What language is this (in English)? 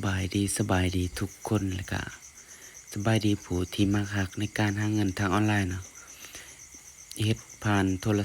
Lao